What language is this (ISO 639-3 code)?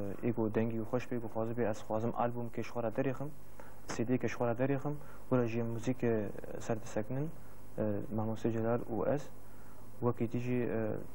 kur